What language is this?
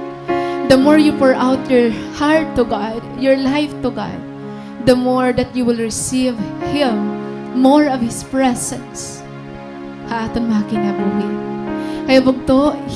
Waray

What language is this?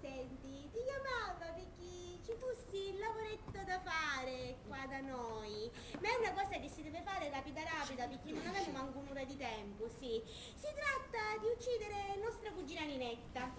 Sicilian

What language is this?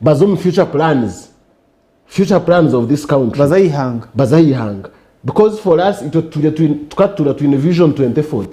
Nyankole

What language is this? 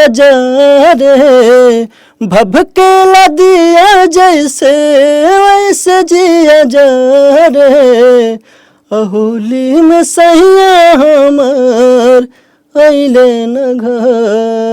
Bhojpuri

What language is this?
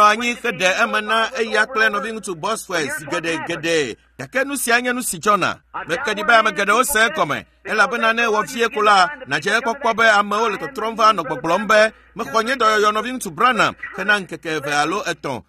Ewe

